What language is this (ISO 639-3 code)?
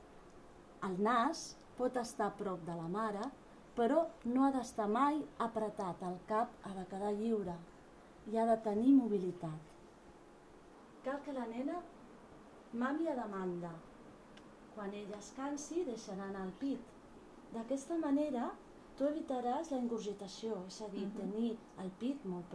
cat